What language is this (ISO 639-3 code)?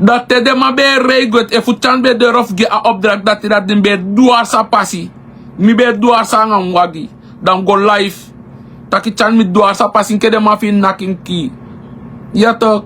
srn